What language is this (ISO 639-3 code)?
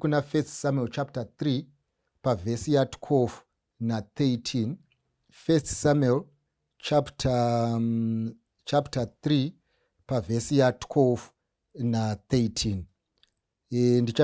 sna